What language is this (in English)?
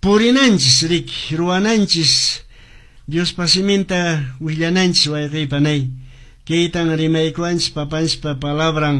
Quechua